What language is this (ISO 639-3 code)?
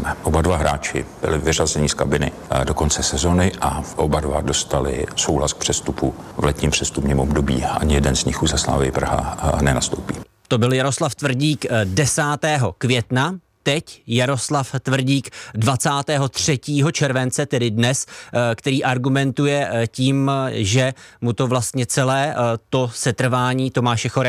ces